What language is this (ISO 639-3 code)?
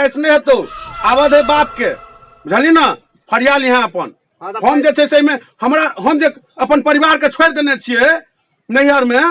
mai